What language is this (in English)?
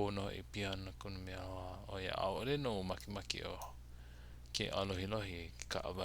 Hawaiian